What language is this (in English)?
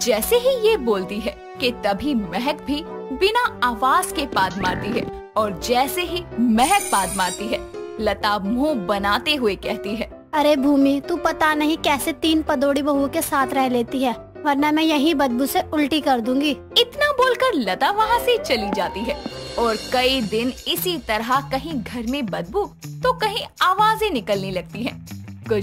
Hindi